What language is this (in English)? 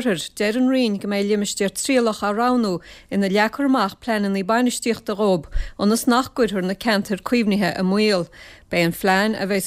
Irish